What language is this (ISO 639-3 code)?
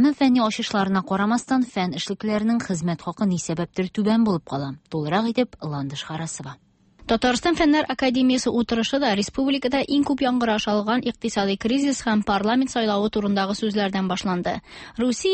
tat